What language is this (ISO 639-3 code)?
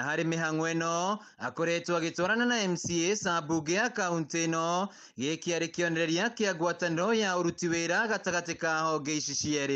kik